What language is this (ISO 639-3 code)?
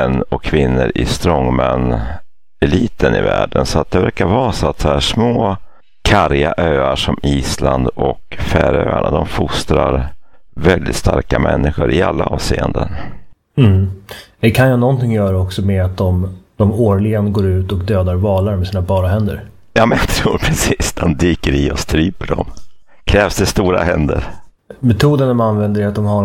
swe